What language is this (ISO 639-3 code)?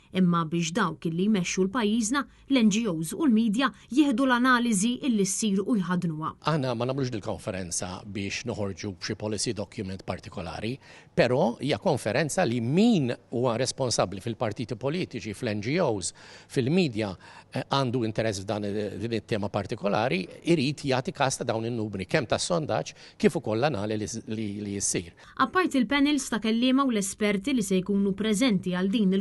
mlt